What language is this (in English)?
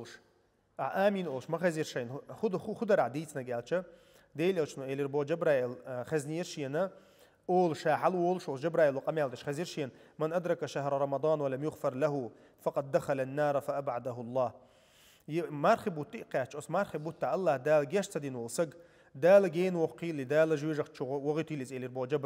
Chechen